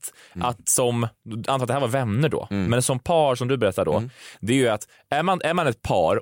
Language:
Swedish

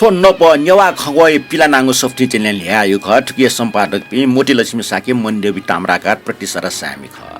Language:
Newari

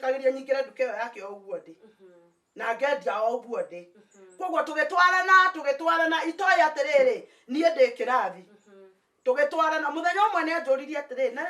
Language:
Kikuyu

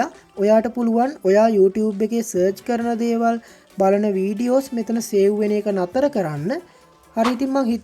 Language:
Sinhala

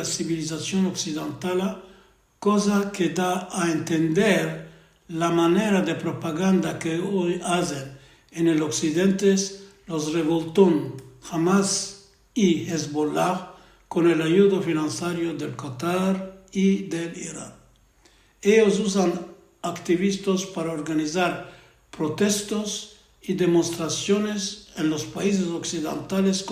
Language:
Ladino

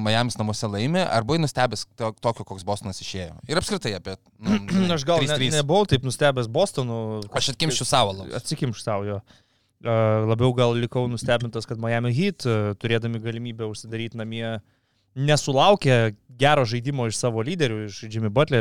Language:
Lithuanian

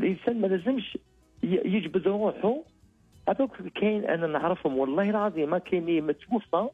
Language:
Algerian Arabic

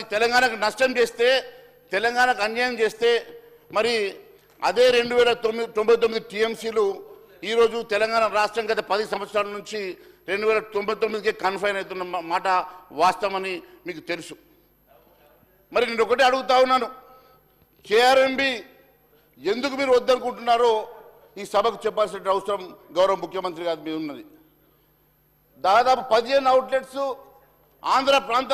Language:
Telugu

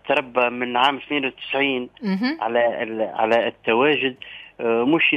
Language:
Tunisian Arabic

